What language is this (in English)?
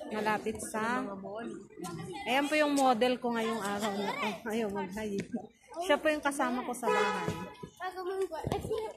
Filipino